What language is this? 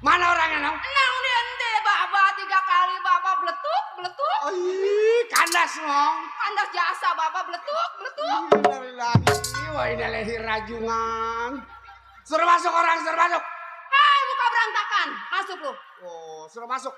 Betawi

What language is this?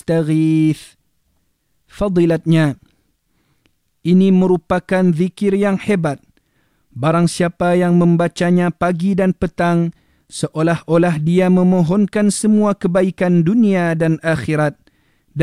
Malay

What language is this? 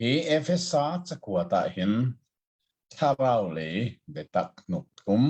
Hakha Chin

